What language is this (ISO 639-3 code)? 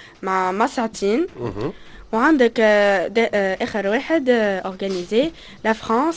aeb